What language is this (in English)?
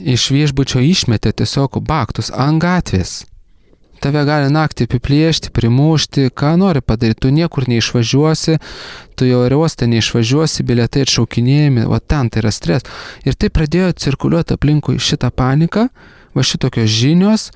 Lithuanian